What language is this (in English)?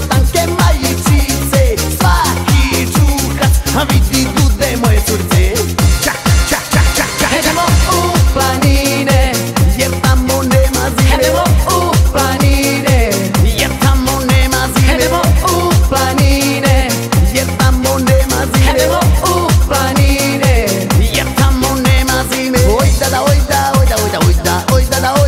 Croatian